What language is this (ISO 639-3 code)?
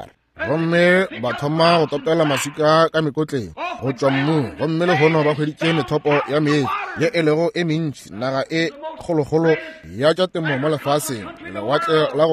nso